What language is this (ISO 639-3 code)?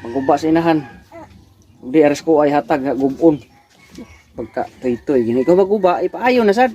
ceb